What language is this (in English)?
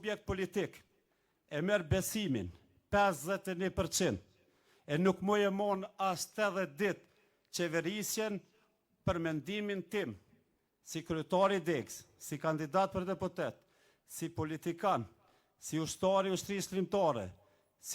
Albanian